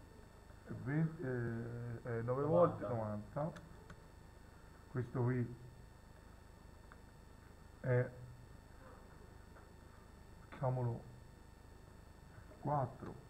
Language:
Italian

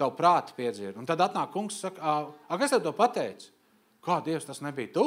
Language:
Latvian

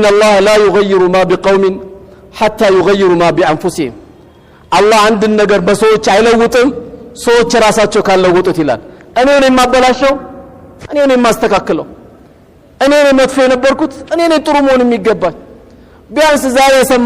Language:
Amharic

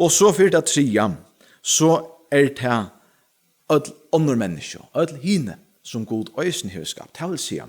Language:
Faroese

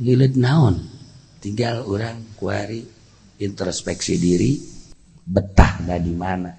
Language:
Sundanese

